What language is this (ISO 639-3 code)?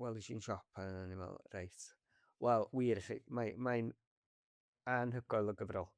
cym